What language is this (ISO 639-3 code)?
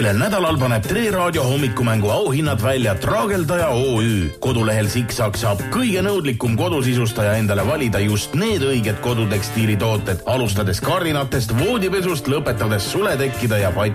est